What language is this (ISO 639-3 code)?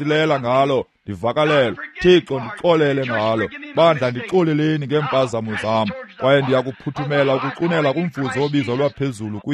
xho